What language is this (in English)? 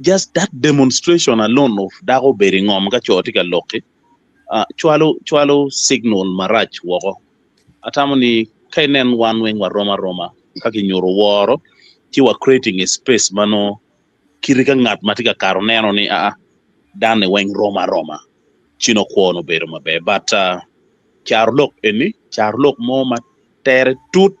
Acoli